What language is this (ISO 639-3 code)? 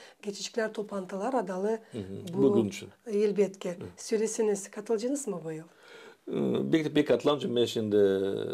gag